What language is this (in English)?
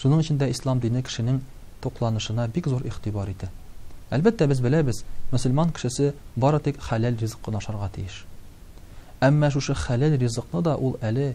Tatar